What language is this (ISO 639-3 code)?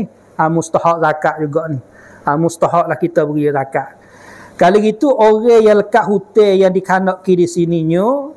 msa